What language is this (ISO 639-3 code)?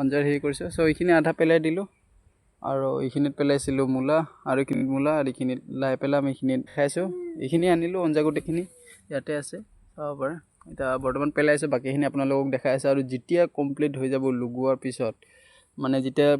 asm